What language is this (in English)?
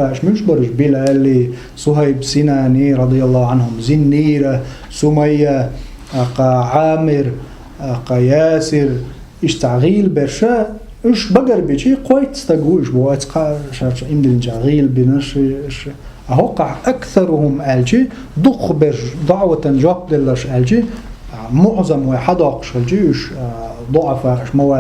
Chechen